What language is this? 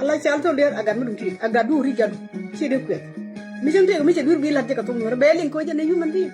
Nuer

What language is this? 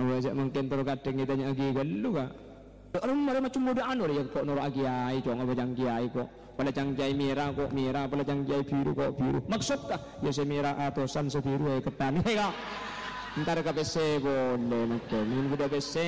Madurese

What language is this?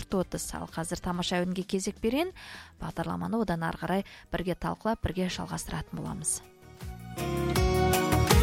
Kazakh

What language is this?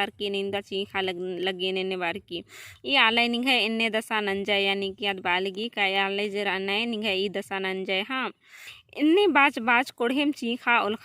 Kurukh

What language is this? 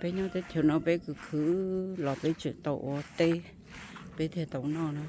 Hmong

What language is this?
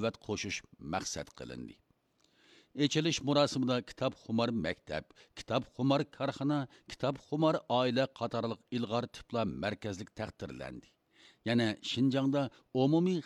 Uyghur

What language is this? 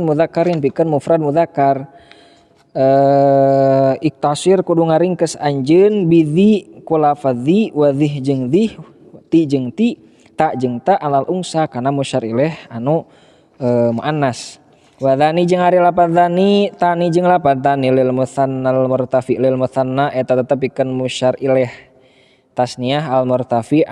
Sundanese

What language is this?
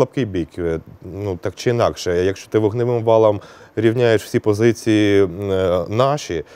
Ukrainian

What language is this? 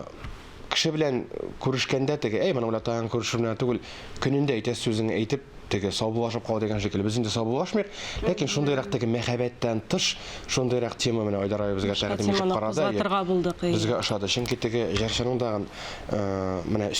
Tatar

